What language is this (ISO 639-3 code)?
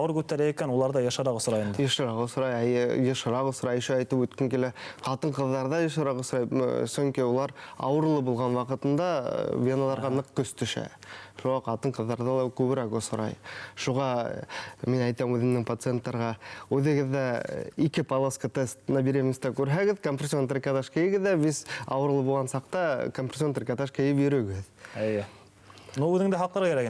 bak